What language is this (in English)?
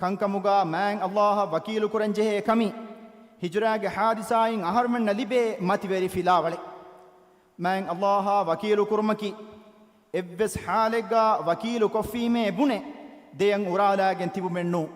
Divehi